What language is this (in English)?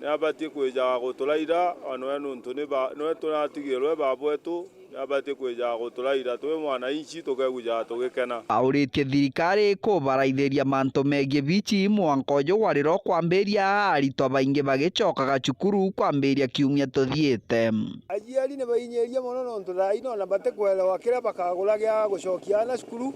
Meru